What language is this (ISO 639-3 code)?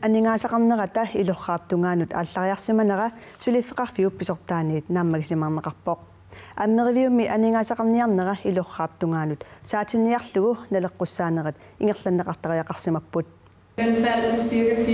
kal